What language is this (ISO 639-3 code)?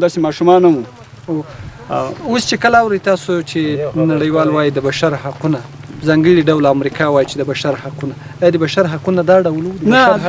pus